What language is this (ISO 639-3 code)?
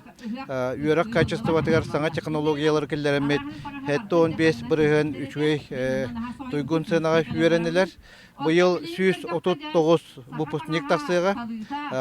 sah